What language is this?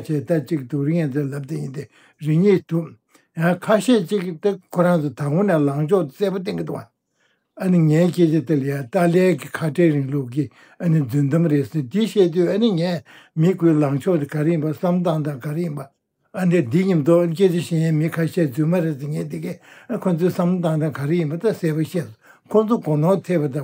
Tibetan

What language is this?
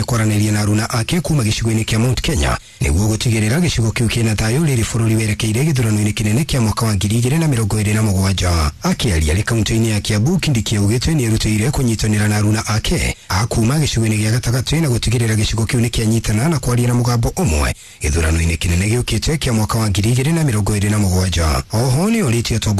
Kikuyu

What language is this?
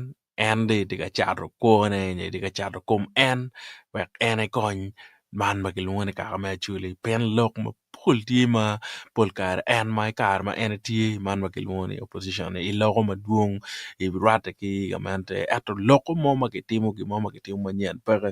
Acoli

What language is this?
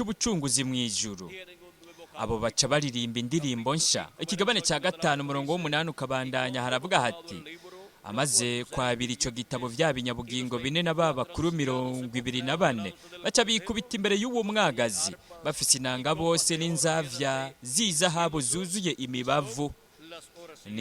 Rundi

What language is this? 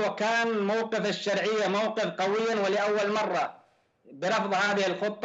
Arabic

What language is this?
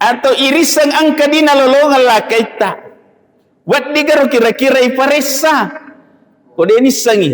Buginese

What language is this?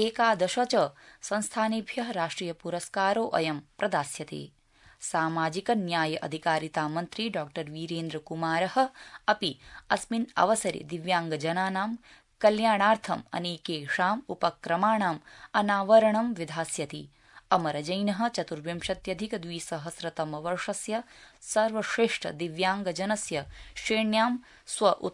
Sanskrit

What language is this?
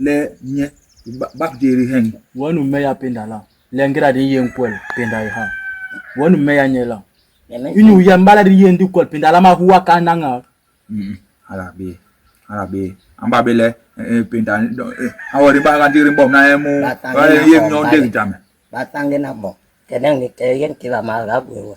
Basaa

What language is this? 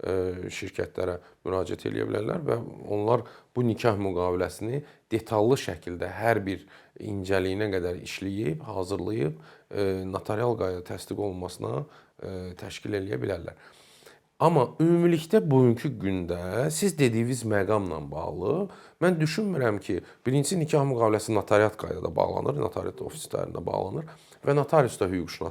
Azerbaijani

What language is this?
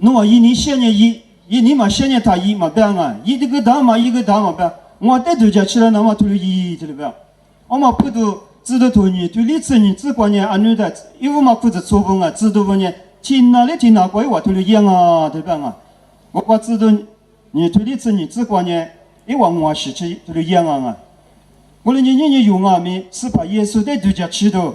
Lisu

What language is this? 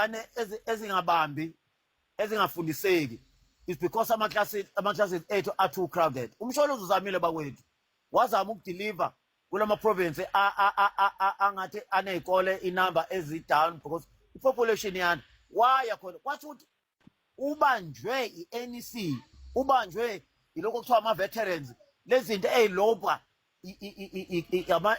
Zulu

